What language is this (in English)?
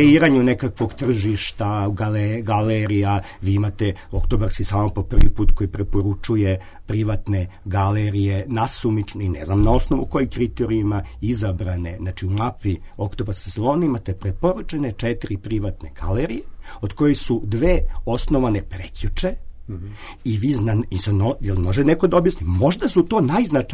Serbian